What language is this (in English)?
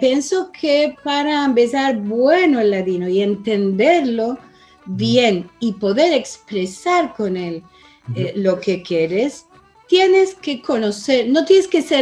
Ladino